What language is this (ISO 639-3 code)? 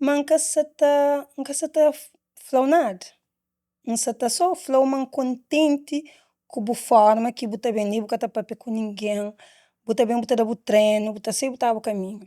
kea